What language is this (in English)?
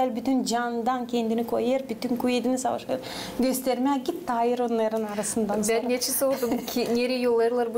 Gagauz